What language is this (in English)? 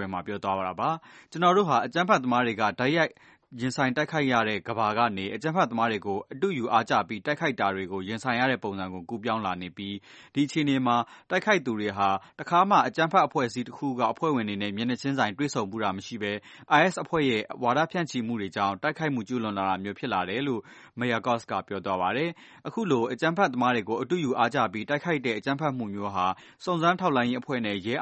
Burmese